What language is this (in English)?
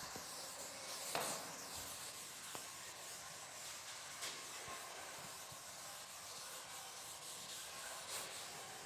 Marathi